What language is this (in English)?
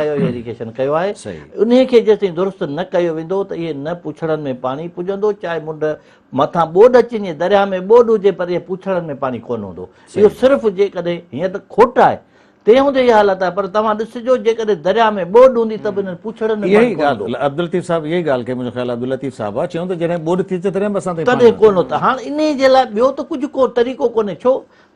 Sindhi